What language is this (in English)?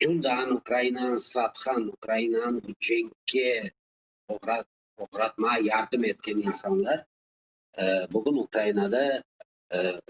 Crimean Tatar